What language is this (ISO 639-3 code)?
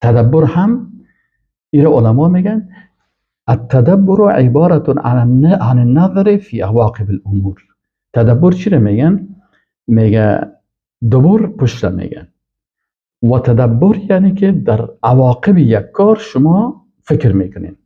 fas